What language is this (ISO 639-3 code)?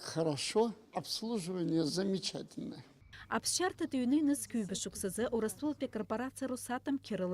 abk